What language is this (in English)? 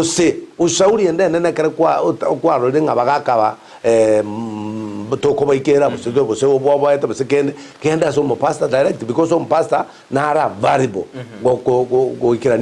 Gusii